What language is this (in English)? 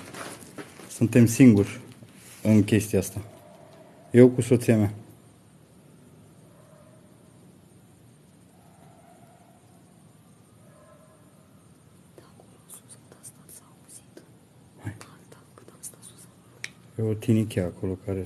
Romanian